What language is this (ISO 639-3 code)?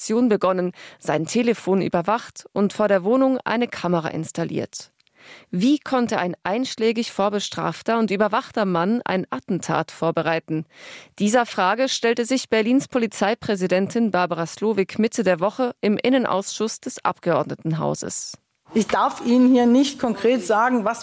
deu